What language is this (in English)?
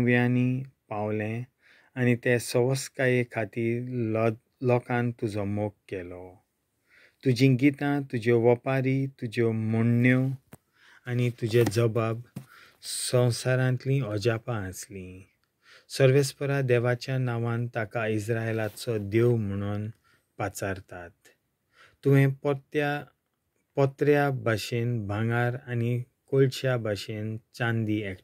Konkani